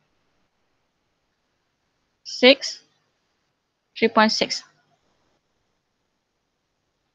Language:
Malay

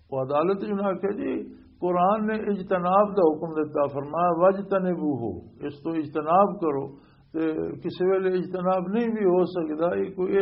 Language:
Western Panjabi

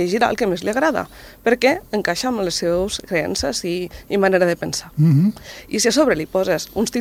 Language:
Catalan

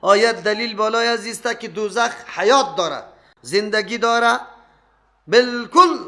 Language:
Persian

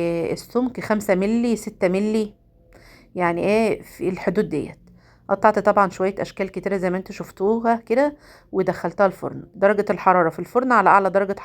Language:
Egyptian Arabic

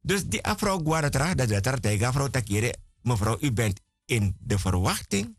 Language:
Sranan Tongo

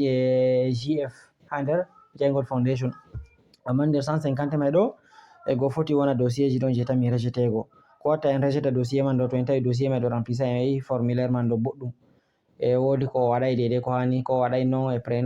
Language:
Fula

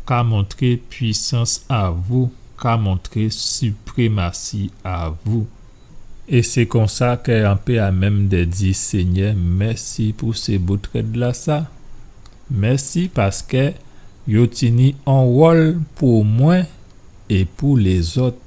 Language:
Guadeloupean Creole French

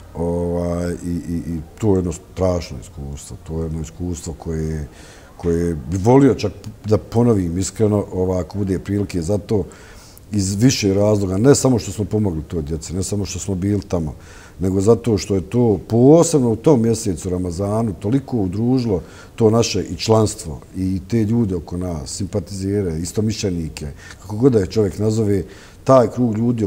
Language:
Bosnian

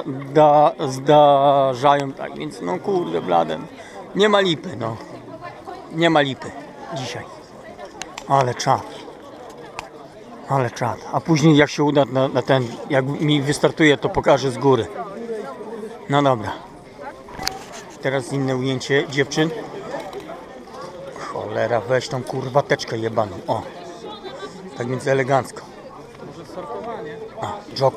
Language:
Polish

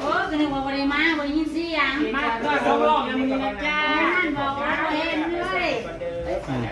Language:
Northeastern Thai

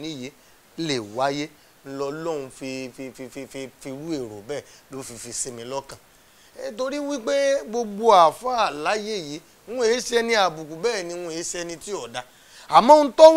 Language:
Yoruba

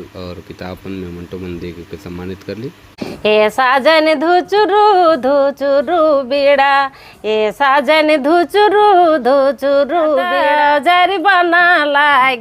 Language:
Sadri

